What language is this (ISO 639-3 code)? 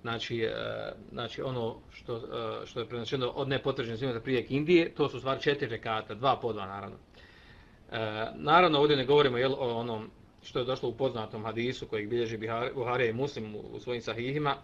bos